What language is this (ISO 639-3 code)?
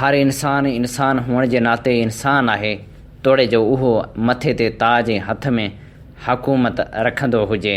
snd